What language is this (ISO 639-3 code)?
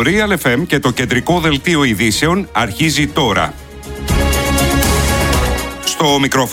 ell